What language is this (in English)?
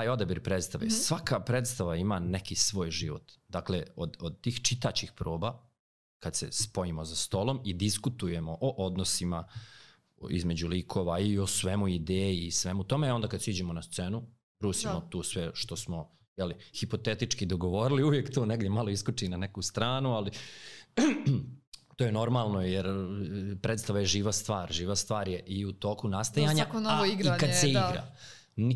Serbian